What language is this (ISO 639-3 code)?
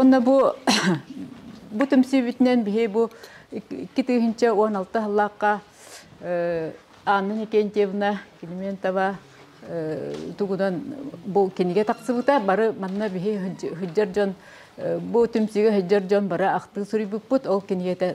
sah